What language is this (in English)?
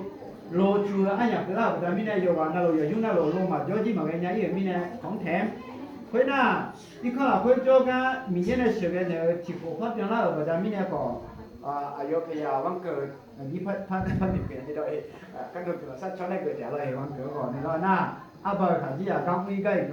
Akha